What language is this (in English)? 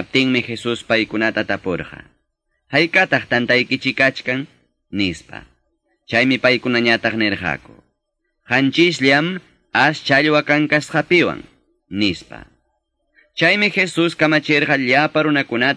Quechua